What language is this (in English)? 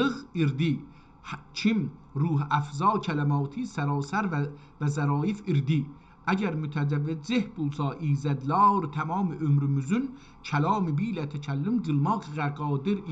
South Azerbaijani